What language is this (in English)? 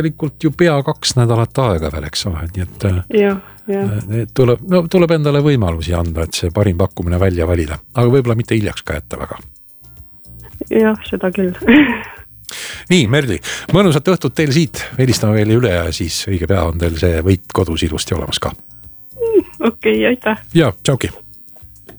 Estonian